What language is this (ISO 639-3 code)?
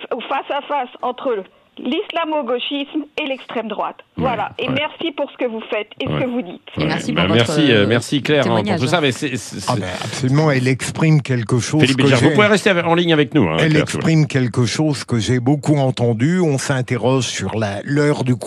fra